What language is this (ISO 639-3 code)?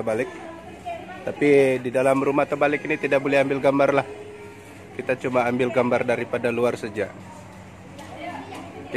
msa